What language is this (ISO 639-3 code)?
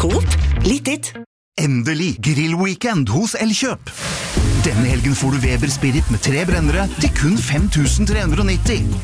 nor